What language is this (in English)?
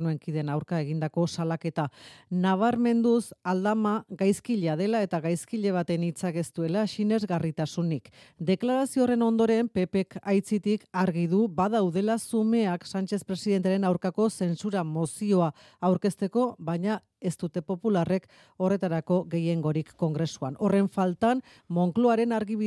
Basque